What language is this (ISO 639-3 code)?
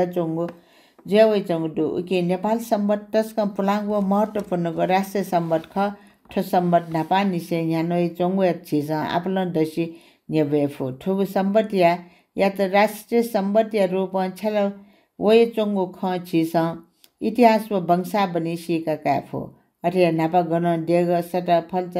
new